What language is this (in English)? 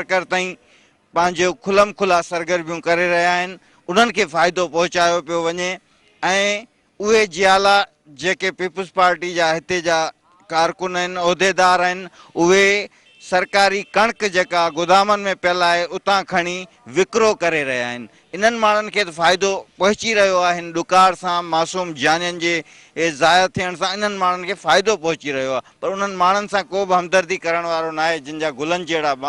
Sindhi